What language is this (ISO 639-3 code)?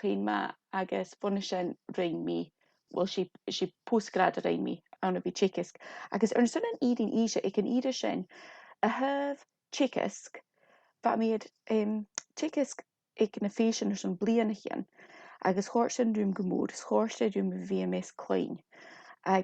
gla